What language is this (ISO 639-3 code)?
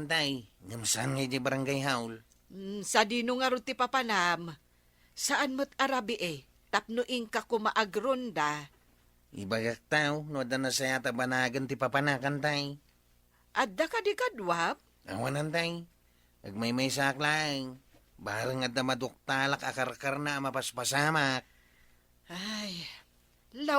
ilo